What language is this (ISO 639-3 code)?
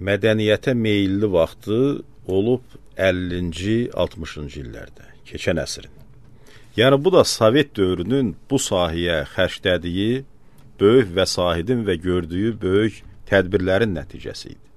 aze